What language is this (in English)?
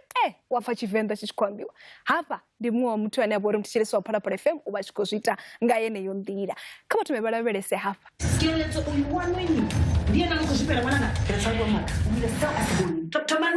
Venda